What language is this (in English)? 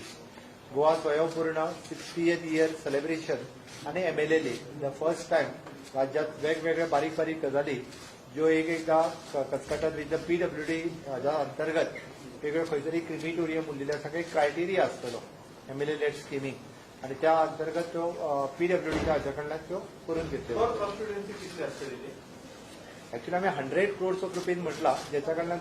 Konkani